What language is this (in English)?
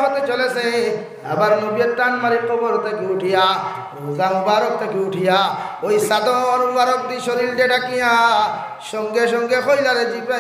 Sylheti